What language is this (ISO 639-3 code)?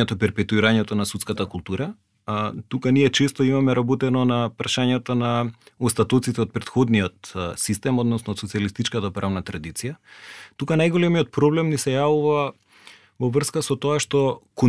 mkd